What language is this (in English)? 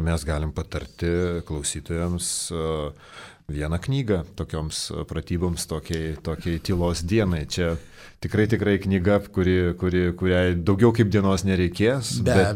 Lithuanian